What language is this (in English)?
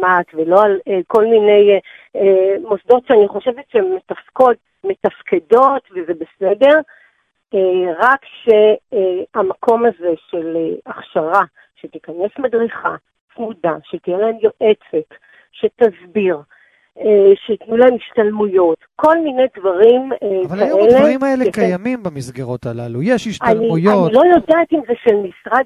Hebrew